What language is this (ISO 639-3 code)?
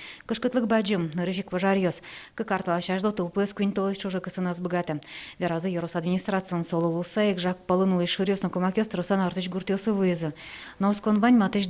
udm